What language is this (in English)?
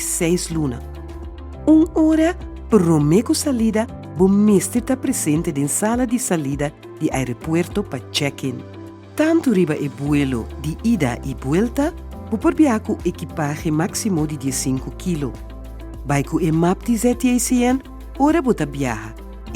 Papiamento